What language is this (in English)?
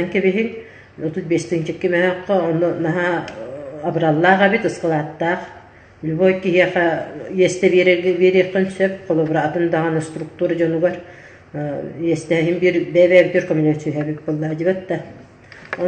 Yakut